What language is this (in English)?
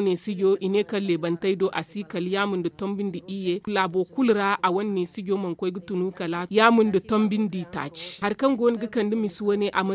Zarma